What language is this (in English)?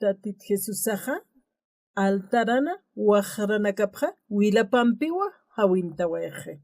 Aymara